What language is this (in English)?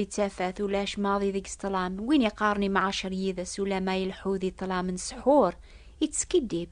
Kabyle